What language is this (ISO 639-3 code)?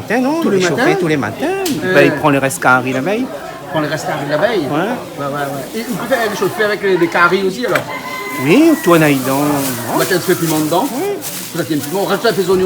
rcf